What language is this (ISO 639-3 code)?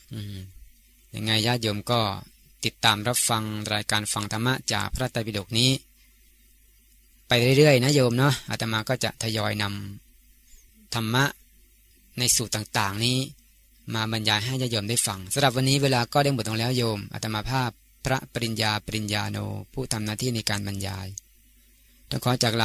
tha